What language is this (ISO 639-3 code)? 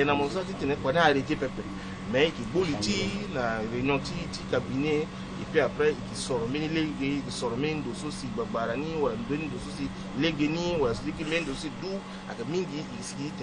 sag